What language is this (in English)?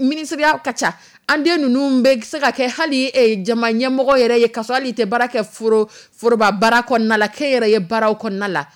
Dyula